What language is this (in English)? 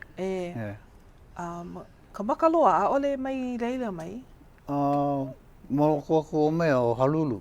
Hawaiian